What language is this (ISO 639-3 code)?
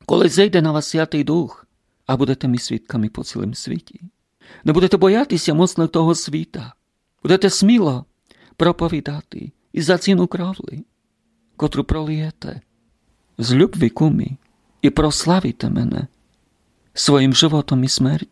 rue